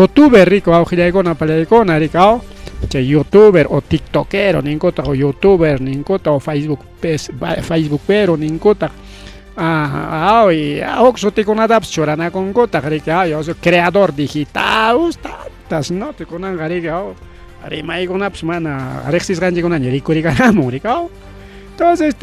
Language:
Ayacucho Quechua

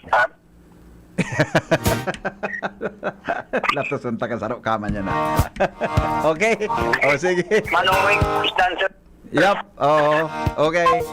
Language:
Bikol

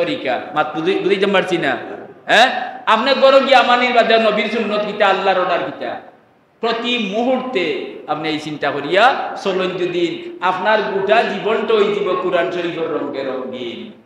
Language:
Sylheti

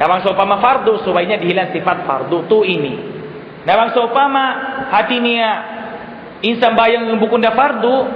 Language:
Tausug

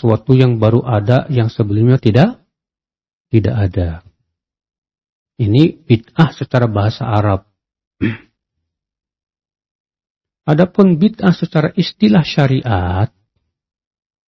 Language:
Indonesian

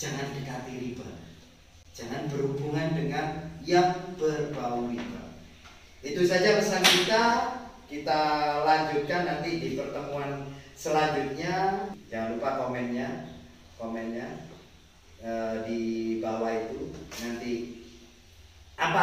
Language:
Indonesian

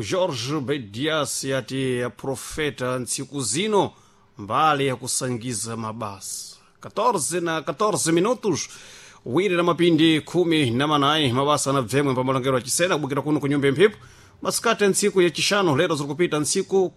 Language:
Sena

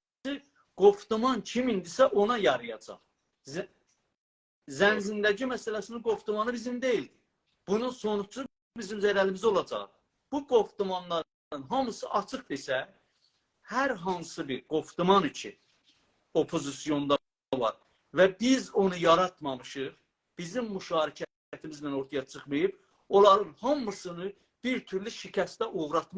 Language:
South Azerbaijani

